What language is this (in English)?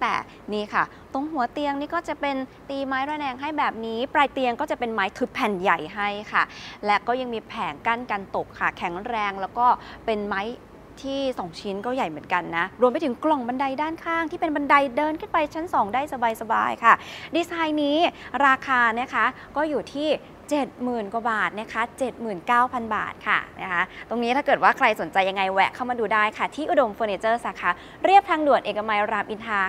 Thai